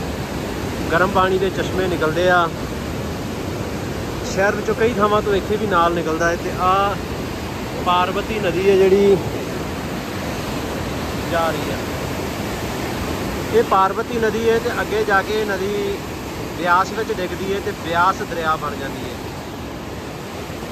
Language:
Punjabi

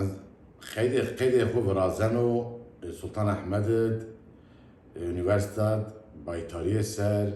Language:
Zaza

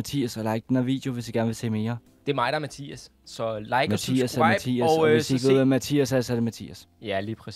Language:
Danish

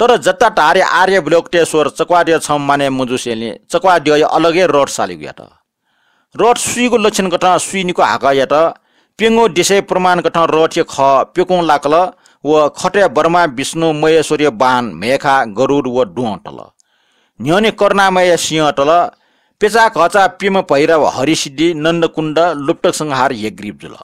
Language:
Newari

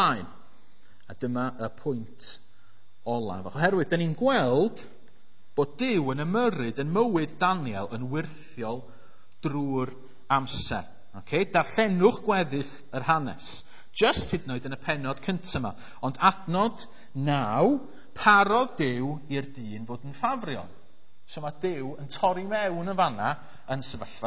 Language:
Welsh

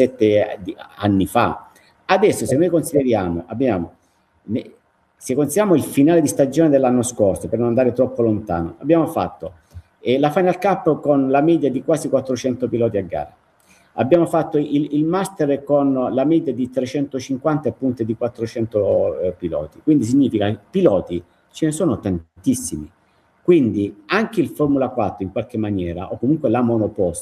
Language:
Italian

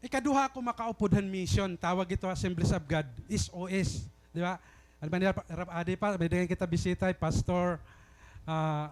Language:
Waray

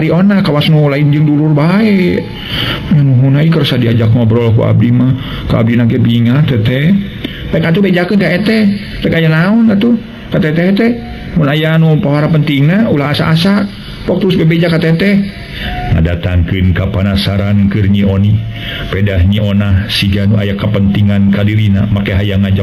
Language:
Sundanese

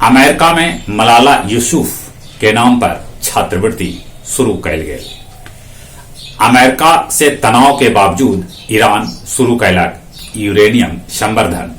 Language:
Magahi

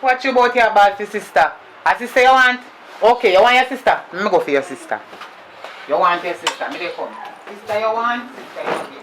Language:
Jamaican Creole English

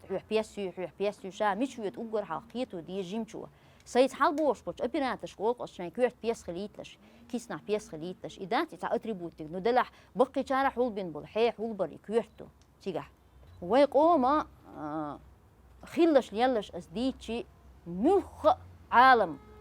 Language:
Chechen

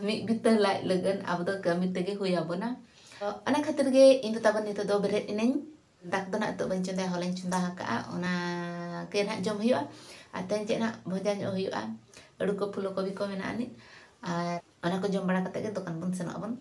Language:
Santali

